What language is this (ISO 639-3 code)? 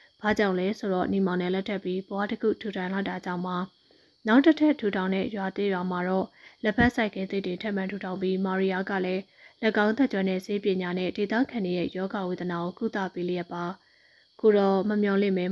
mya